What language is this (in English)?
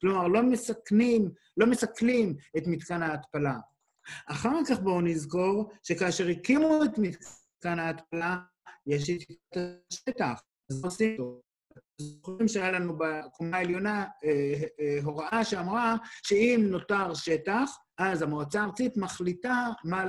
Hebrew